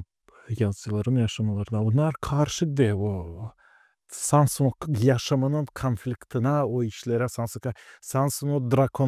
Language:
Gagauz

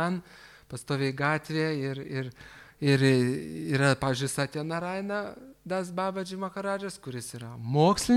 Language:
Lithuanian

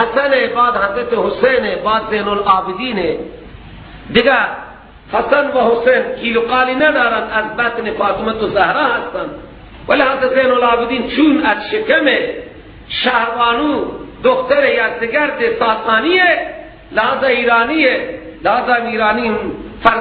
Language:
Persian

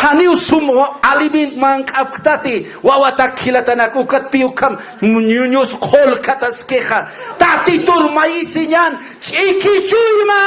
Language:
Aymara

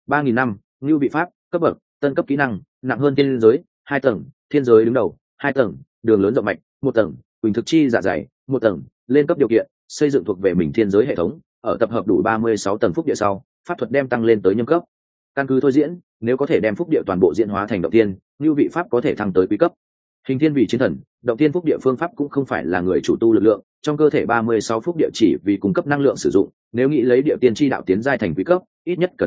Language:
Vietnamese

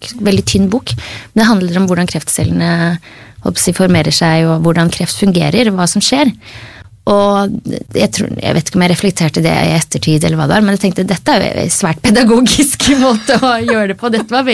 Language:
Norwegian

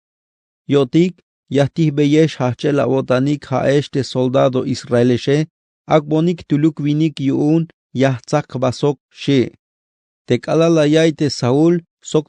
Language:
Tzeltal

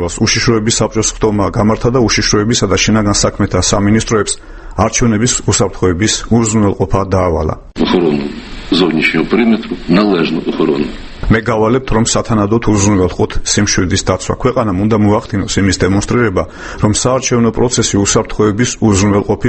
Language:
Georgian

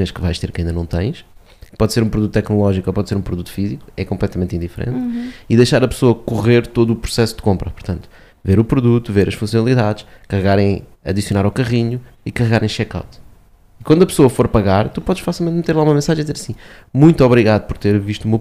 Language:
Portuguese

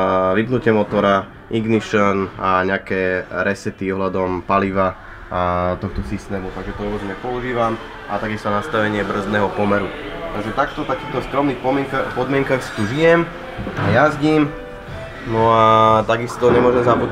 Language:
Slovak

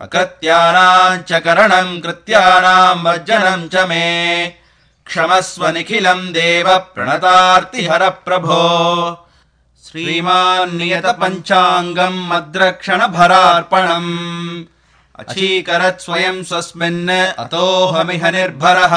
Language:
Sanskrit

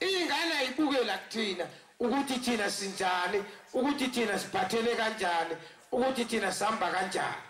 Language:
Zulu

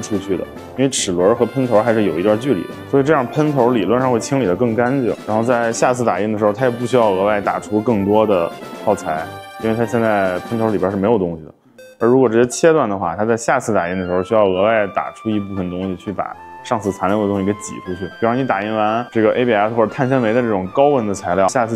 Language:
Chinese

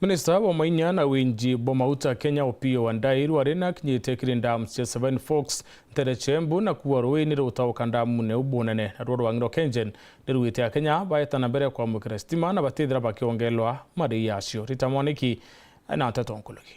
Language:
Meru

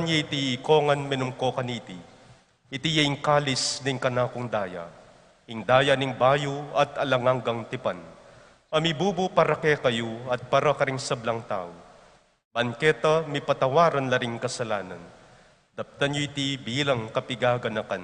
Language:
Pampanga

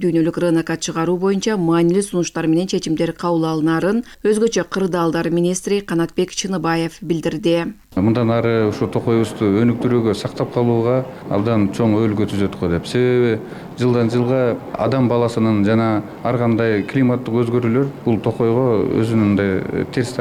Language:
Kyrgyz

